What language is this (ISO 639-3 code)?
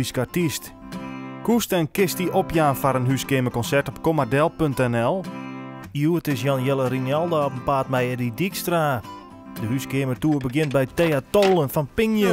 fry